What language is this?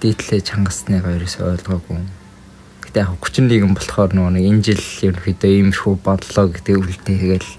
Mongolian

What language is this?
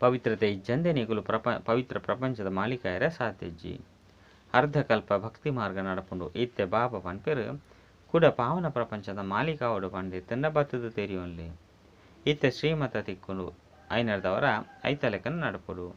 Tulu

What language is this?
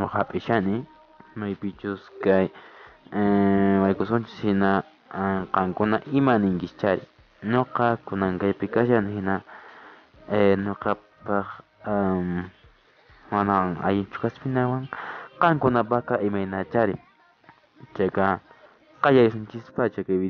Quechua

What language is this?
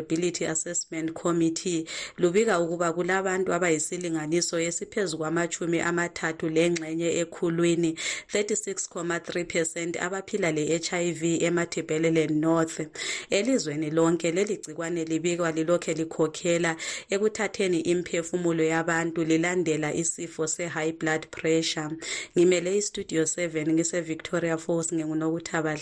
North Ndebele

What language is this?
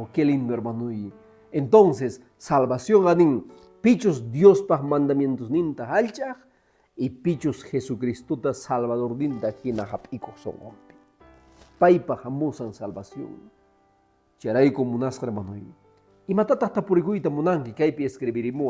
Quechua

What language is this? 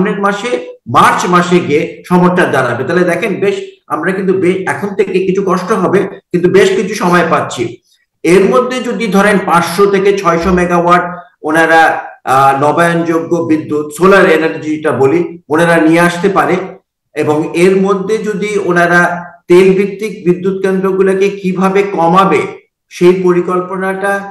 Bangla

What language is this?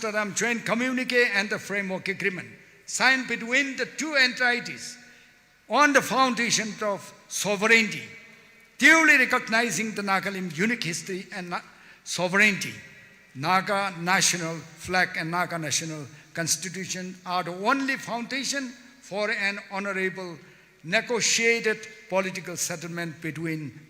Tangkhul Naga (India)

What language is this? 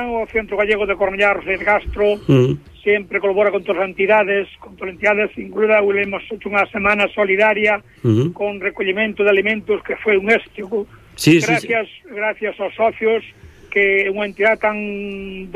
Galician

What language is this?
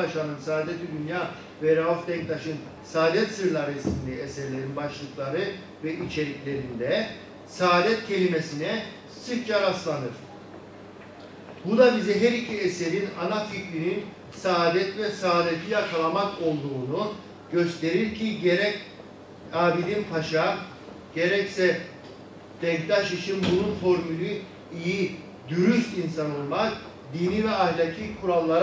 Turkish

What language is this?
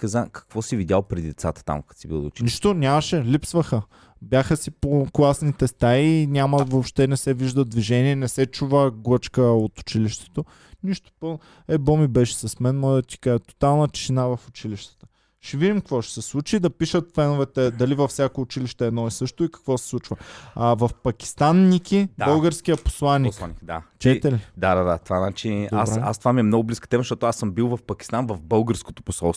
Bulgarian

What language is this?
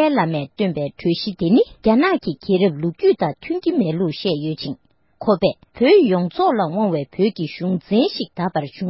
Tibetan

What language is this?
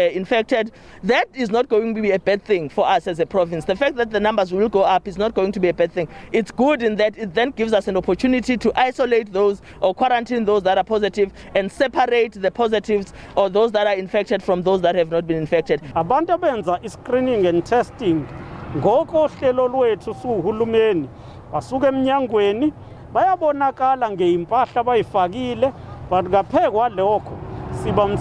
Zulu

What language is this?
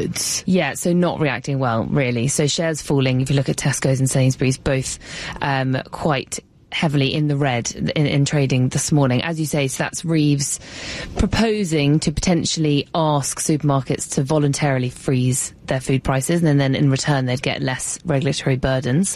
English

